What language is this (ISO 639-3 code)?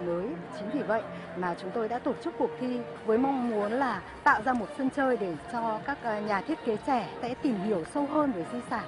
vie